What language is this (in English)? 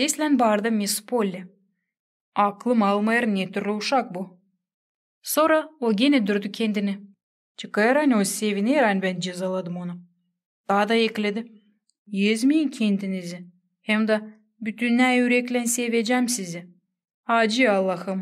Gagauz